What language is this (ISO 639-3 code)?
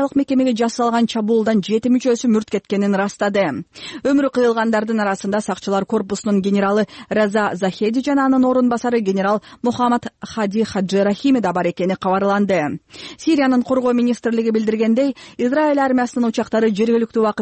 kir